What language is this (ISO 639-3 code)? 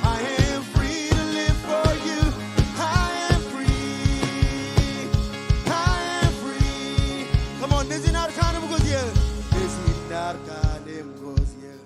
mah